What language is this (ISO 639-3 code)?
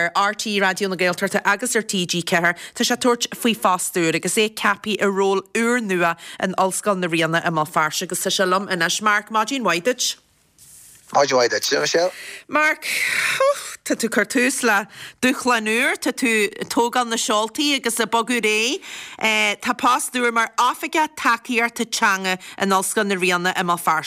gle